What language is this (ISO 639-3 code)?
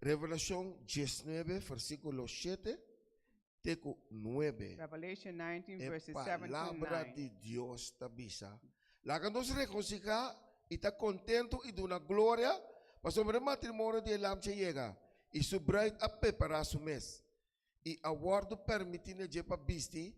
pap